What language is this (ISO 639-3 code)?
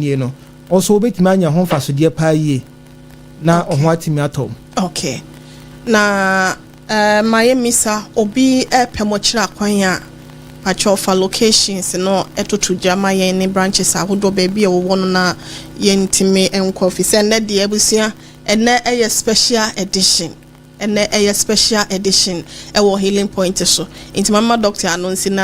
aka